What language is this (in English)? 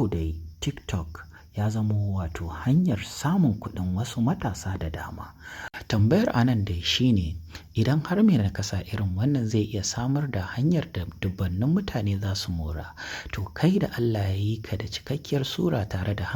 Hausa